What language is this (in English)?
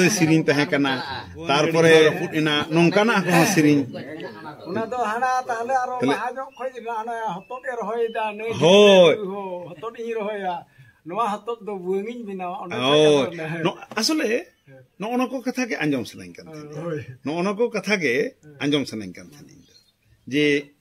Santali